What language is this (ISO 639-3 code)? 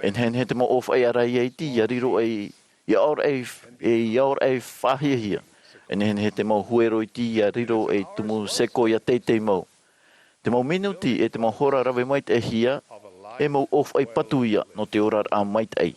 tah